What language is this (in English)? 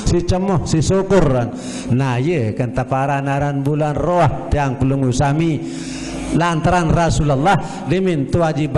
Sasak